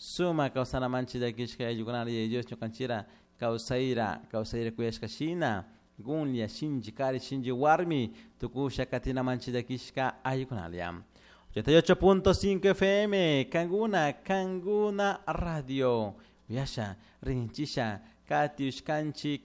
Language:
Chimborazo Highland Quichua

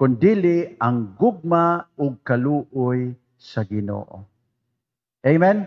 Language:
Cebuano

